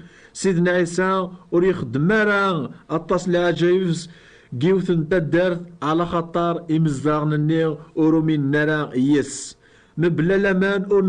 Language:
Kabyle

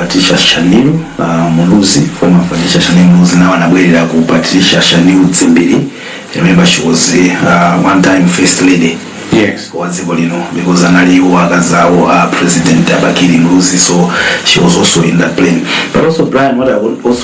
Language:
Nyanja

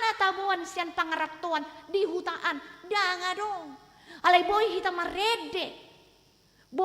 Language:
Batak Toba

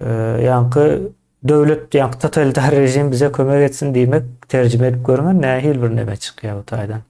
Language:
Turkmen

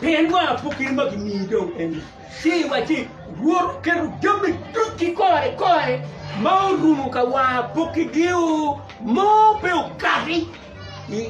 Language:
Acoli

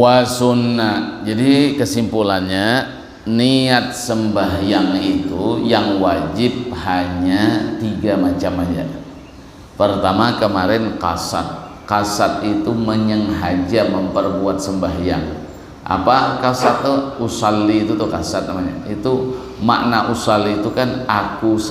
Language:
Banjar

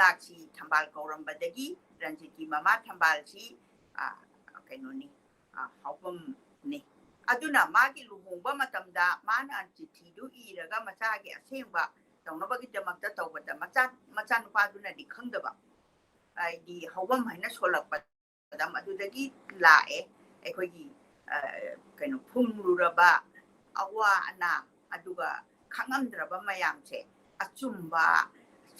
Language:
Manipuri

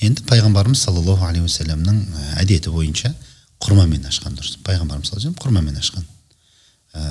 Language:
Kazakh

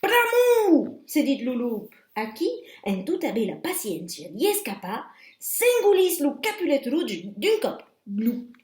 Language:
Occitan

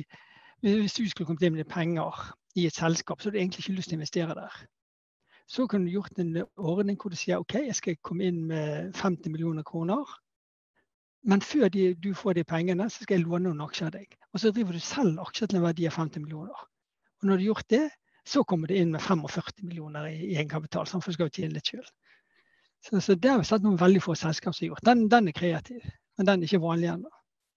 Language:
Norwegian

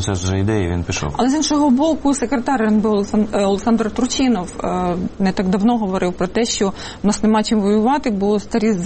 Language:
Ukrainian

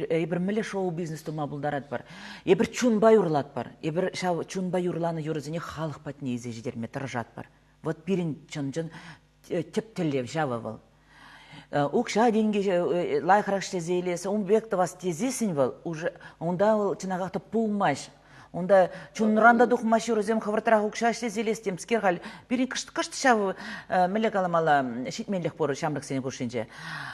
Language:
Chuvash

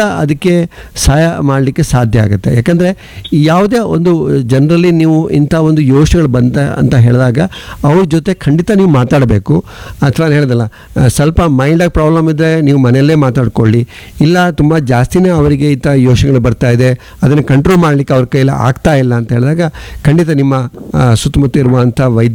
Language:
Kannada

